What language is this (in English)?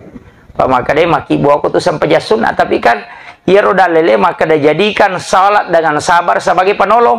Buginese